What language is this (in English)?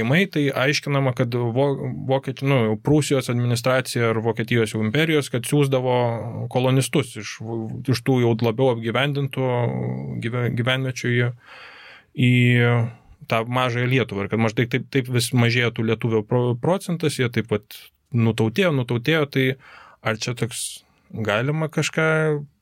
Lithuanian